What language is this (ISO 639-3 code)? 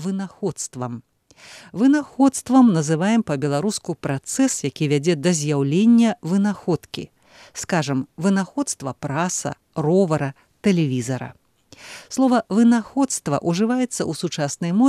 bel